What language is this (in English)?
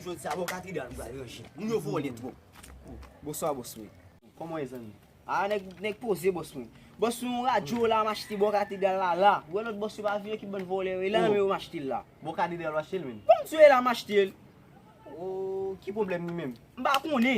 Haitian Creole